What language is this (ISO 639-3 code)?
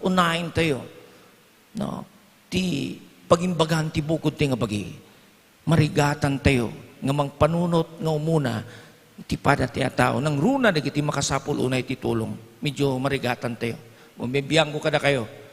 ilo